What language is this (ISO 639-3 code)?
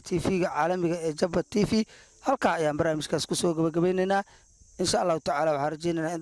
som